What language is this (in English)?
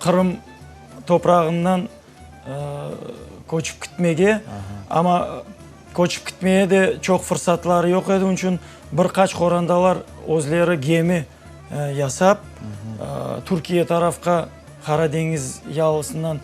Crimean Tatar